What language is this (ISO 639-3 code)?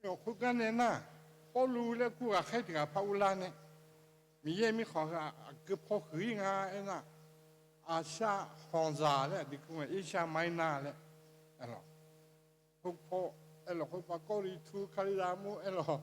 ahk